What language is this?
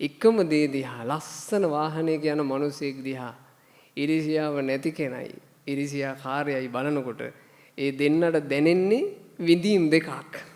Sinhala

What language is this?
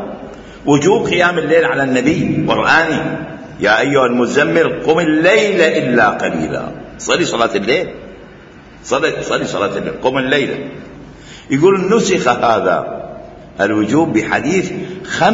Mesopotamian Arabic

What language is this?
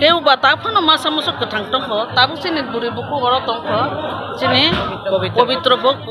Kok Borok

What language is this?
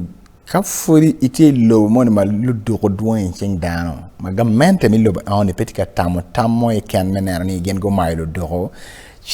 Acoli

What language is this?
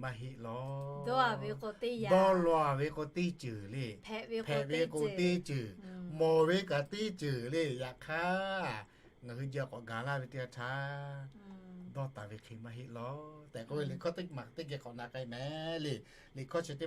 Lahu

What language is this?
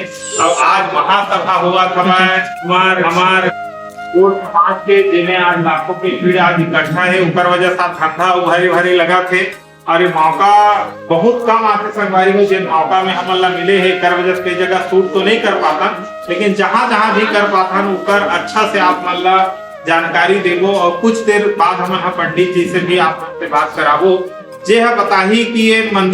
Chhattisgarhi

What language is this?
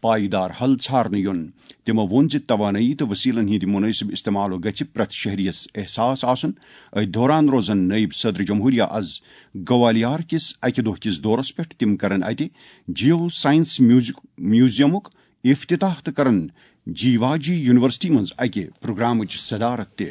Kashmiri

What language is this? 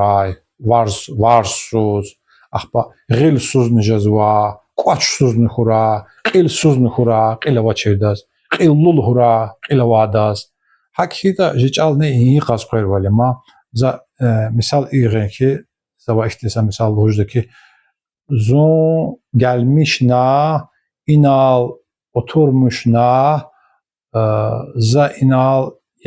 Lezghian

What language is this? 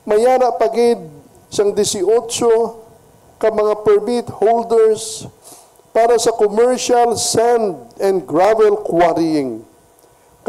Hiligaynon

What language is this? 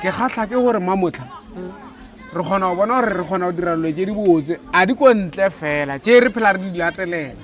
Northern Sotho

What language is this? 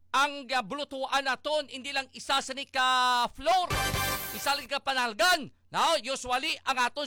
Hiligaynon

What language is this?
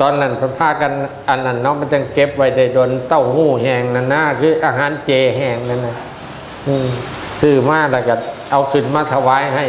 Northeastern Thai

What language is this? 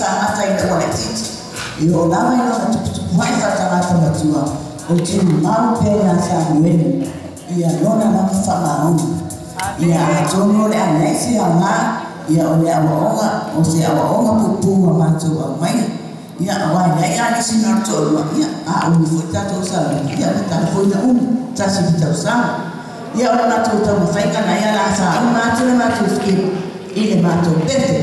Samoan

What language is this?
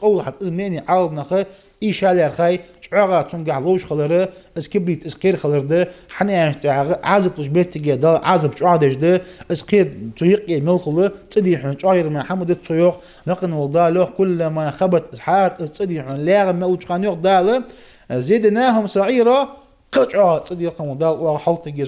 Ingush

